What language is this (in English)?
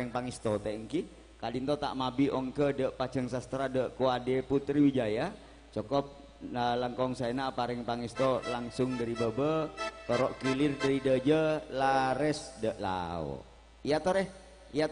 Madurese